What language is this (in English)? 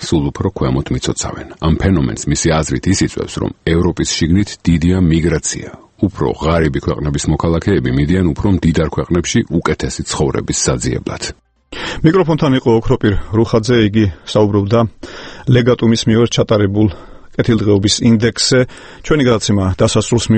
Georgian